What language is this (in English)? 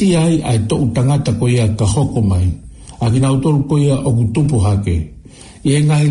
Tongan